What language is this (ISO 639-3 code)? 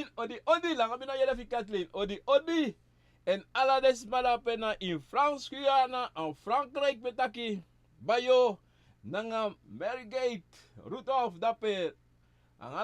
srn